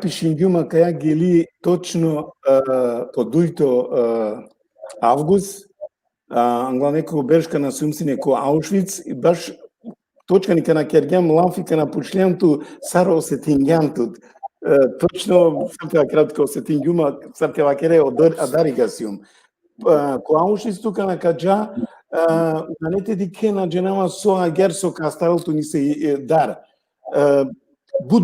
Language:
Balkan Romani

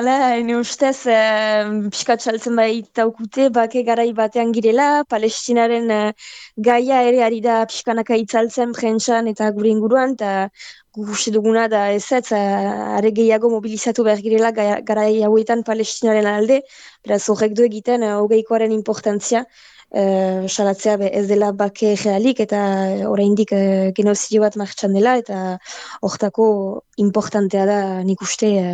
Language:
Basque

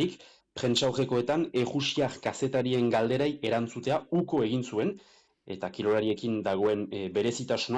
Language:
Basque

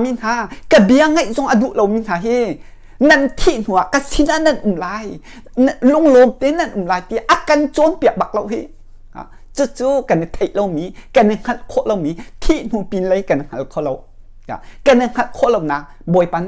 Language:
Hakha Chin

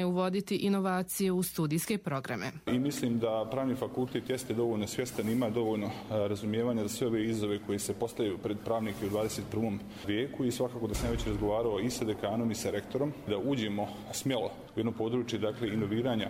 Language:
Bosnian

